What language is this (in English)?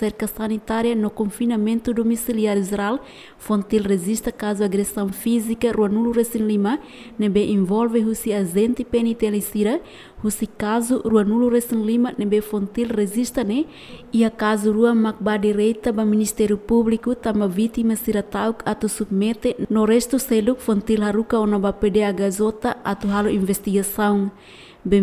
Tetum